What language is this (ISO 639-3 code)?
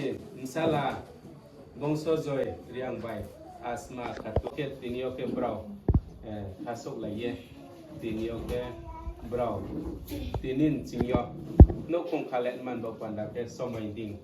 ria